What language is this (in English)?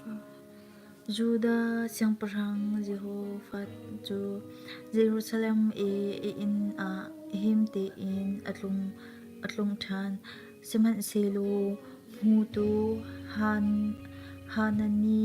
Hakha Chin